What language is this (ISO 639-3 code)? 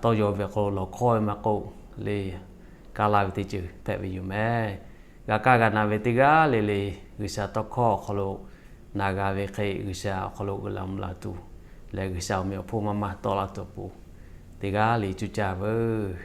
lhu